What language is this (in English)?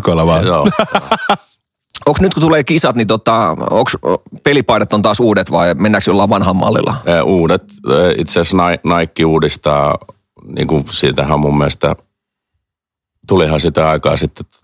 Finnish